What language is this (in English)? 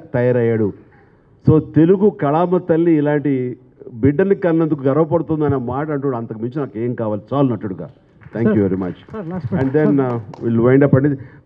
Telugu